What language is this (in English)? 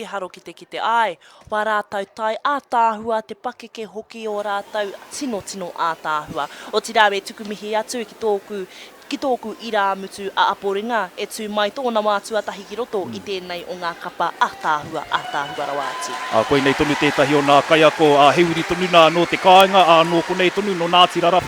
Māori